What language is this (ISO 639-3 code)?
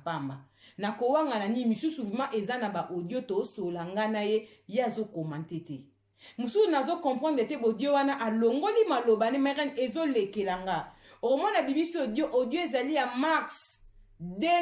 lin